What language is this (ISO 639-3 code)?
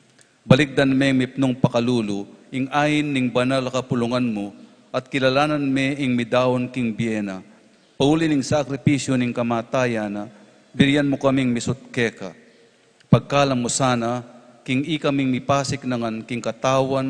pam